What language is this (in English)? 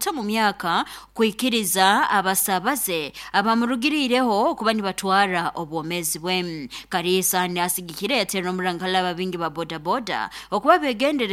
Nyoro